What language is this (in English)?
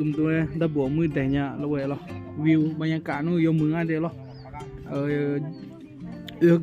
Akha